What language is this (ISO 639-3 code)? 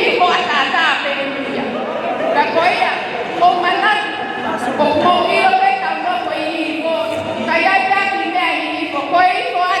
ton